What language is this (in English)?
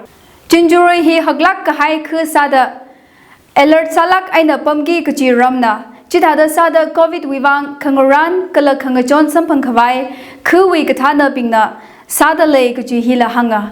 Tangkhul Naga (India)